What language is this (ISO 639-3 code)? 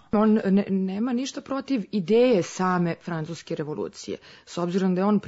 srp